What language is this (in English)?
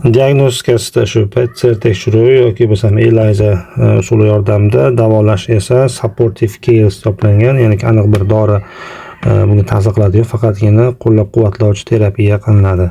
Uzbek